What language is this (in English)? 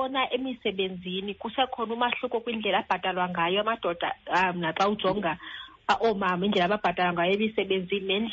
Xhosa